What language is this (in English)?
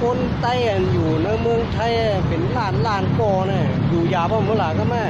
Shan